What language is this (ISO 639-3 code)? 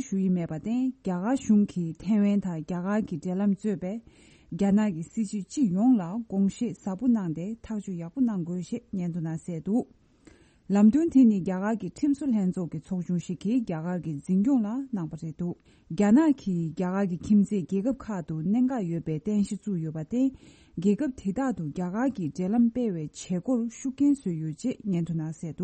bod